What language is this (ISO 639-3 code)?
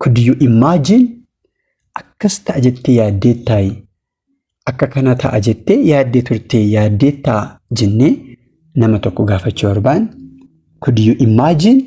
orm